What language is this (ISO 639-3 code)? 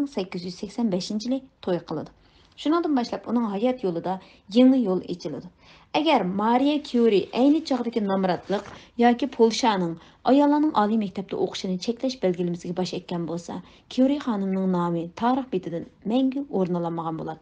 uig